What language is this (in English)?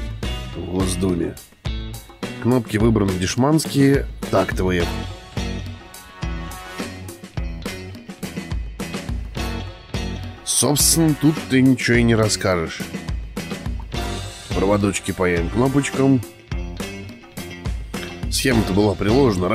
Russian